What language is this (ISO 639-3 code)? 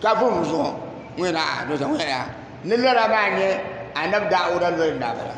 dag